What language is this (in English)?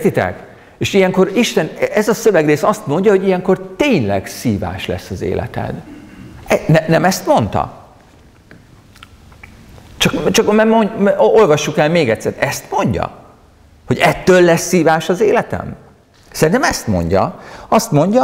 Hungarian